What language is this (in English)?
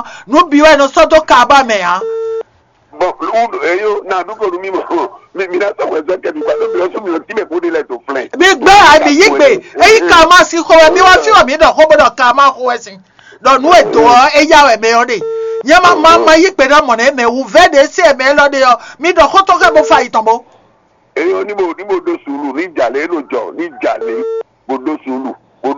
Fon